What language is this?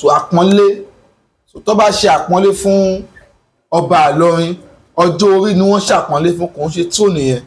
Yoruba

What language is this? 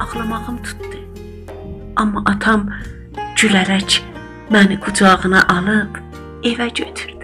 South Azerbaijani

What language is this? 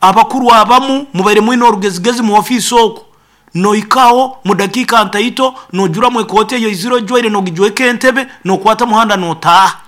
Nyoro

